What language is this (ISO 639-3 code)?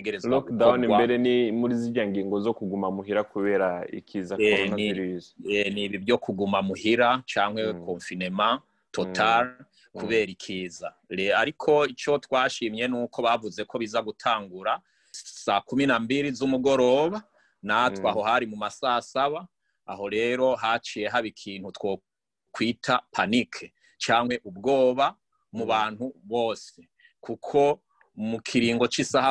run